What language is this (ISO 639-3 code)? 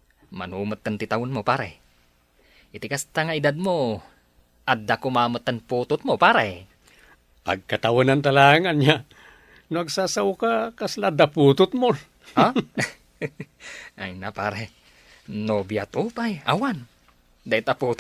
ilo